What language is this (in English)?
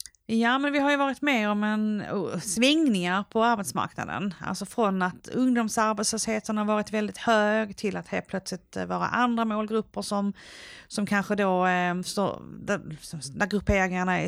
Swedish